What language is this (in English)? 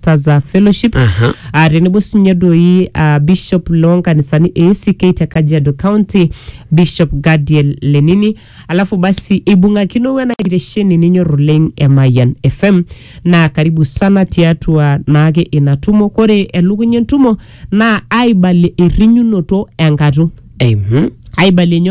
Masai